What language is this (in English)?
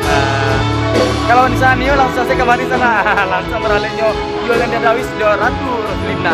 Minangkabau